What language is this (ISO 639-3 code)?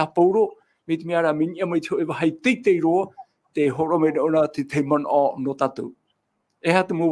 tah